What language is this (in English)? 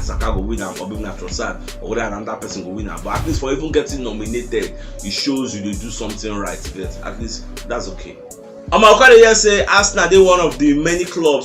Nigerian Pidgin